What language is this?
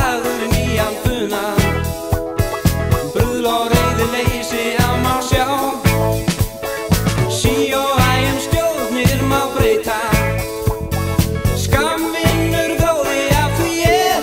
Icelandic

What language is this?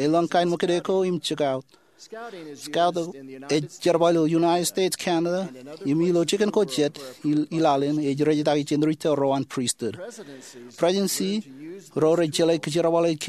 Marshallese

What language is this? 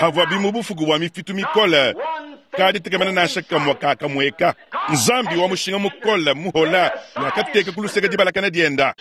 Luba-Lulua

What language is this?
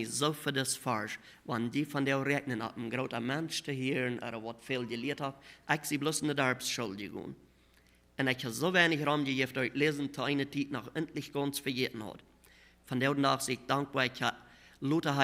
Plautdietsch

